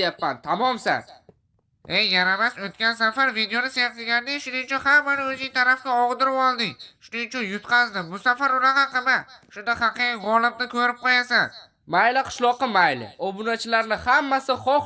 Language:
Uzbek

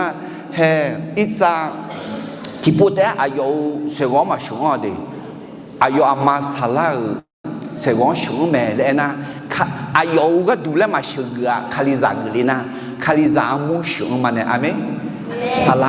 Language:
Akha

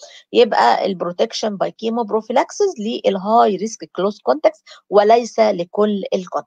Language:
Egyptian Arabic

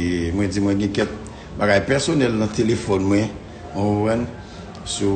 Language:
Haitian Creole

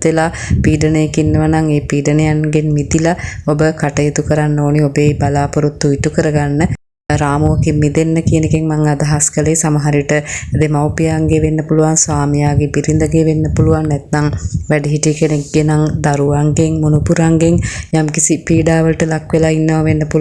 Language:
Sinhala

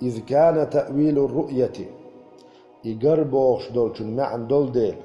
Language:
Chechen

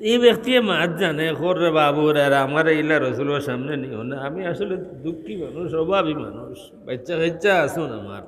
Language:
Sylheti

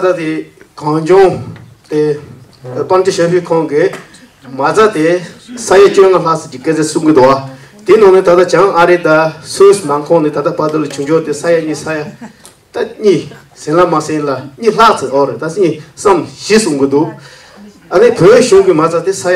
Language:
Tibetan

